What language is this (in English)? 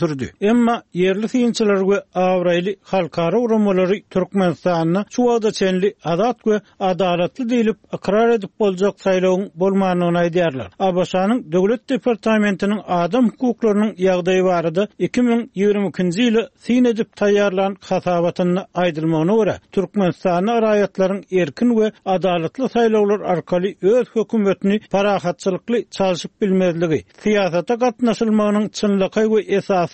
Turkmen